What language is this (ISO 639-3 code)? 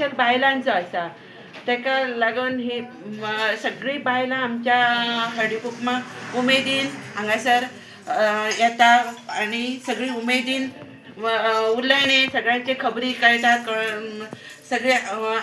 kok